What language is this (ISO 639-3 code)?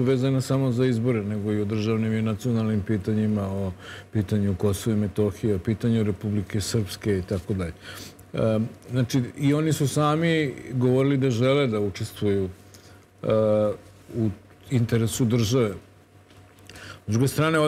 srp